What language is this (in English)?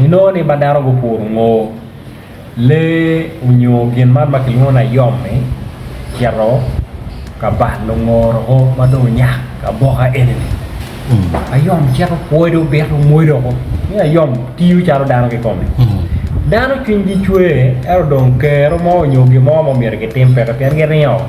Acoli